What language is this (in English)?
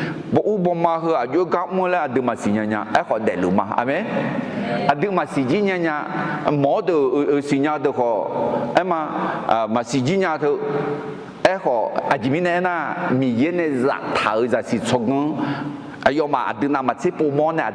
Akha